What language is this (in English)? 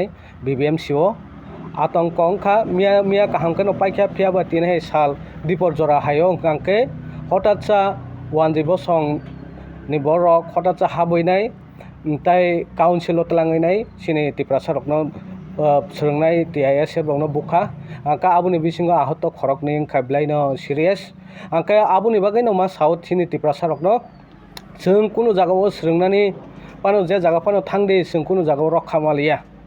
Kok Borok